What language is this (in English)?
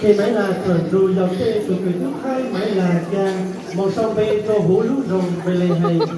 Hmong